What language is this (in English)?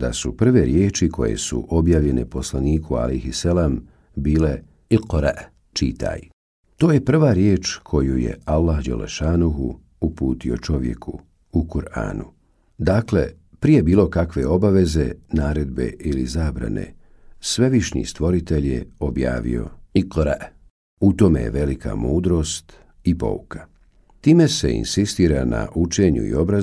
Bosnian